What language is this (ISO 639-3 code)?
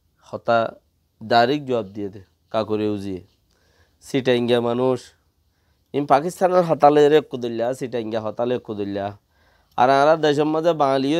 rhg